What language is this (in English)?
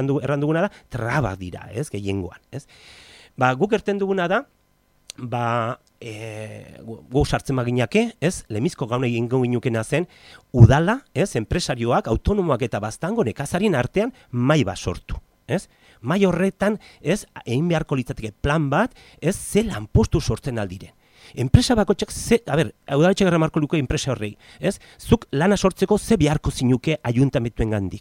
Basque